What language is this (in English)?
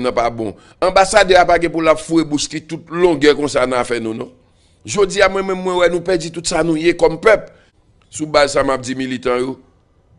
Haitian Creole